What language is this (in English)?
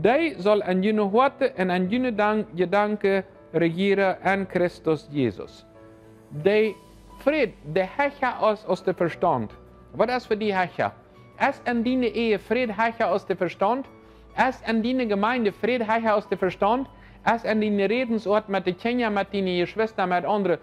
Plautdietsch